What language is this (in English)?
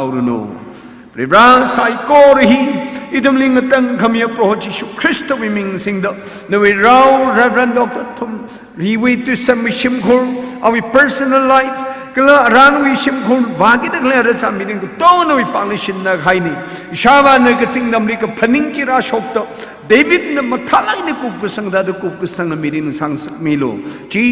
Tangkhul Naga (India)